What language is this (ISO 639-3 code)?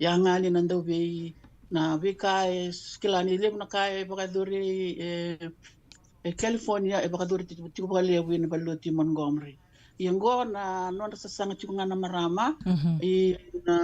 fij